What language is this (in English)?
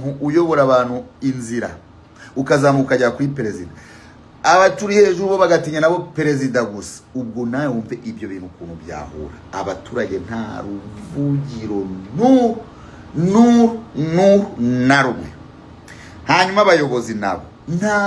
Kinyarwanda